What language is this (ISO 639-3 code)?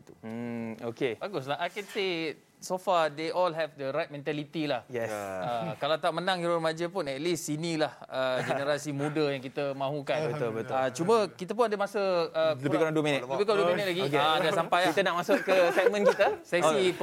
msa